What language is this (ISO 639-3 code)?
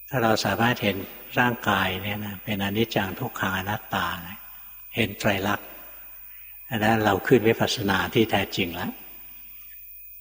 tha